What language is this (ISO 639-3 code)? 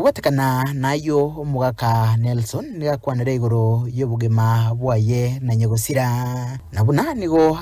guz